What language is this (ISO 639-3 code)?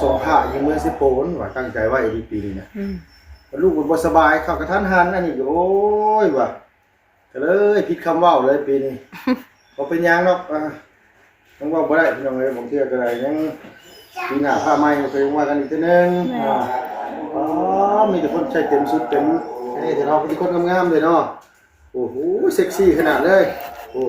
tts